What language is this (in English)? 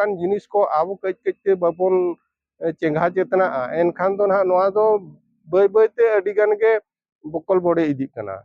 Santali